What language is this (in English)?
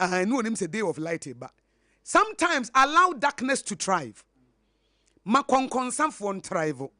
Akan